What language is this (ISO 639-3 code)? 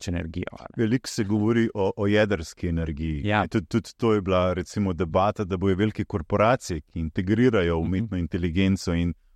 slv